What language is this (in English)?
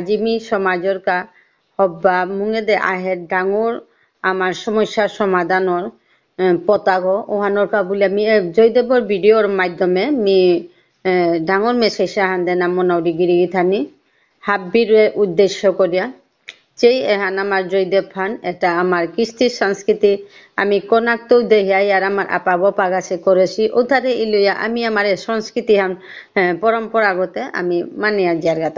Bishnupriya